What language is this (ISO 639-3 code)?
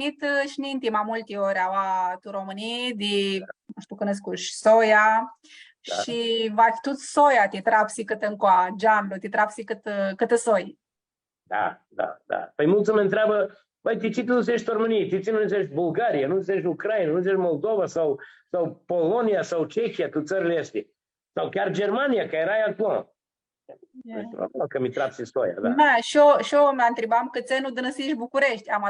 rup